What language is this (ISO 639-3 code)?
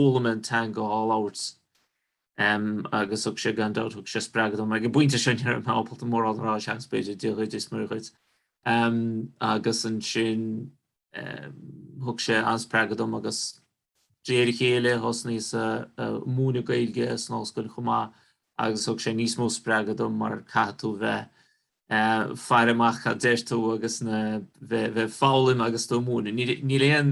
gle